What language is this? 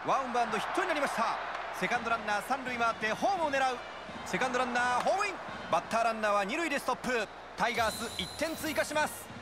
Japanese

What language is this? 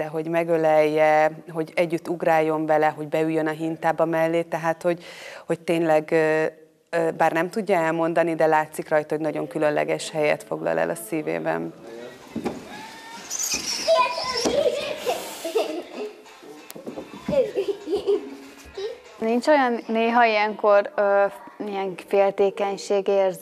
Hungarian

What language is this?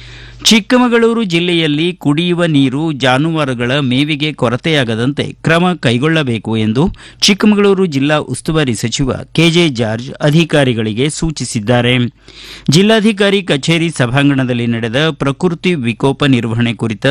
Kannada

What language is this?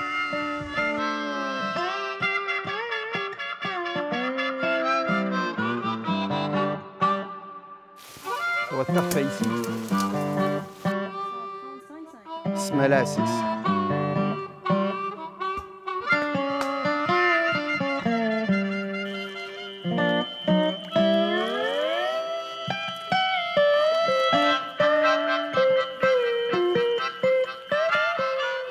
French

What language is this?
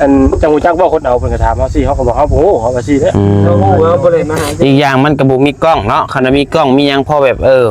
Northeastern Thai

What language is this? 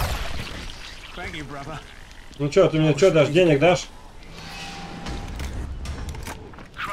Russian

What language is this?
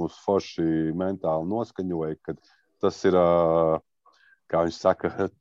Latvian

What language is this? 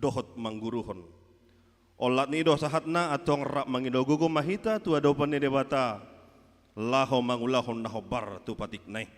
Batak Toba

